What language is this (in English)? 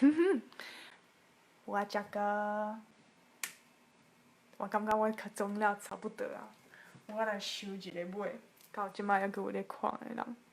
Min Nan Chinese